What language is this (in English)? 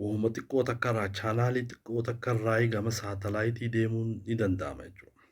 Oromo